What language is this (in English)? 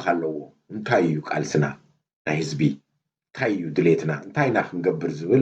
Tigrinya